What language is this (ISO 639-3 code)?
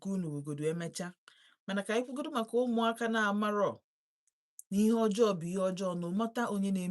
ibo